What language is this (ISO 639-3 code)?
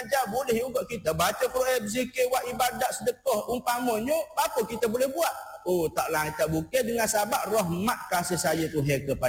msa